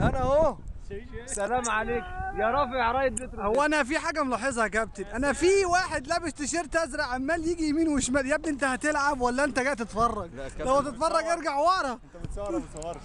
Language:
Egyptian Arabic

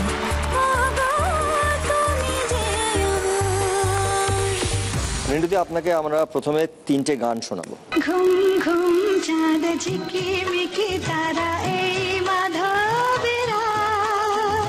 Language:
Bangla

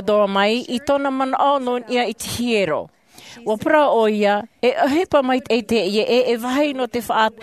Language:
Tahitian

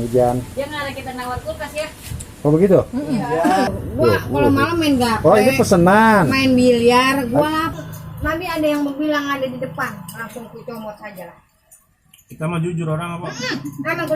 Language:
Betawi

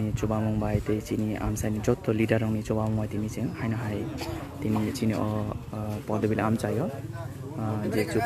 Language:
Kok Borok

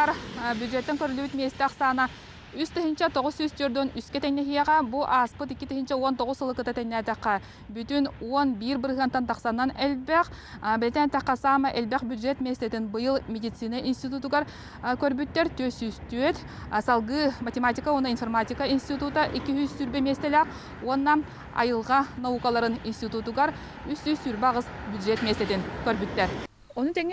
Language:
Yakut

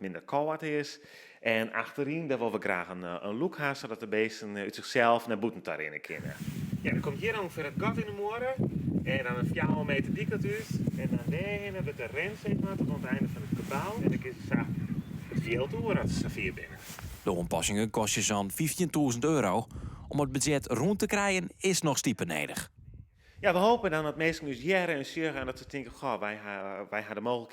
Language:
Western Frisian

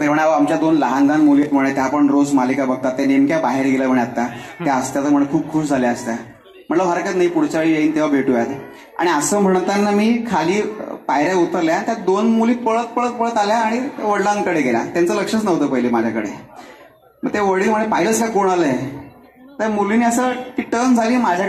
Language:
Marathi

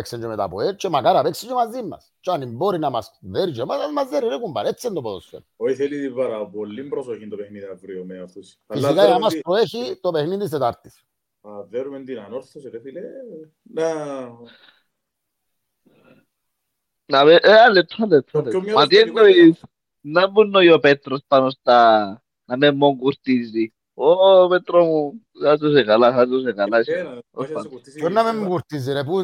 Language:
Greek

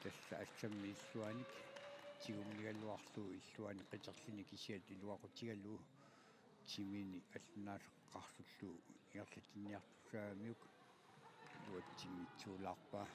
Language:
Kalaallisut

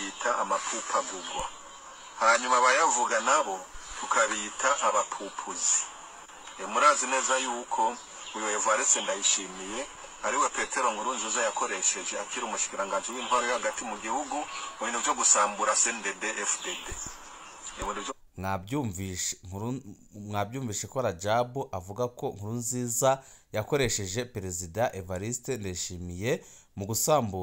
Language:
Rundi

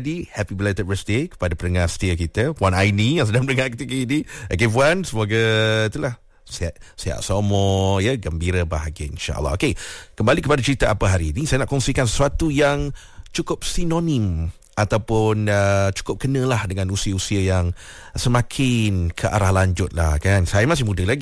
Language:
Malay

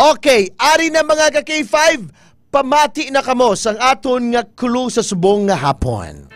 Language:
Hiligaynon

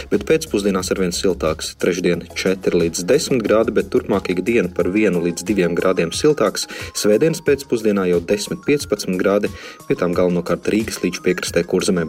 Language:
Latvian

